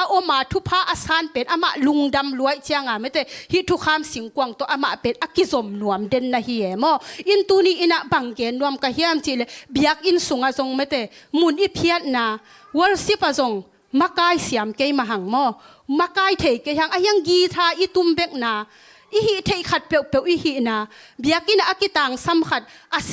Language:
Tedim Chin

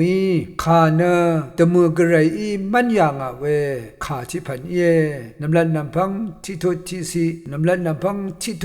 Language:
Rawang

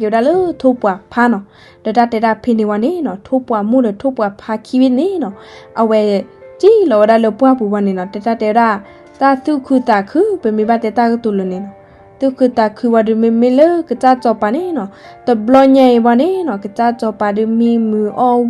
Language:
S'gaw Karen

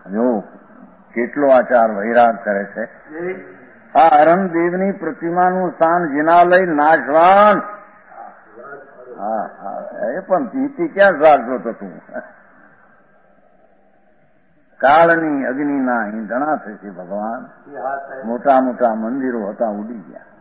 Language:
Gujarati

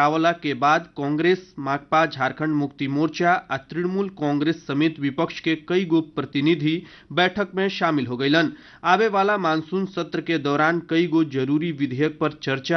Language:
Bhojpuri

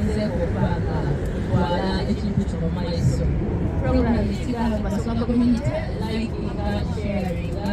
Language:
Soga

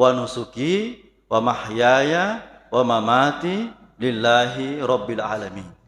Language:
Buginese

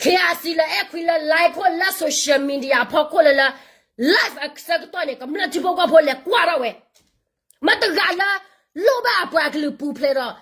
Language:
S'gaw Karen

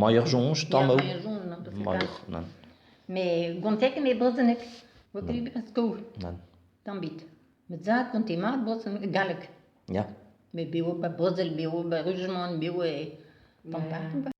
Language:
Breton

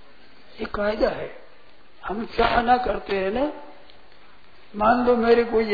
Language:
Hindi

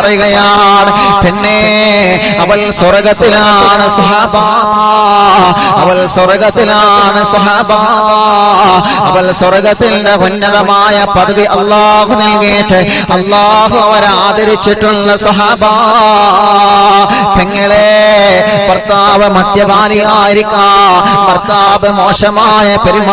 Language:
Malayalam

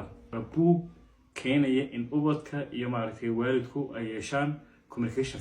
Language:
Somali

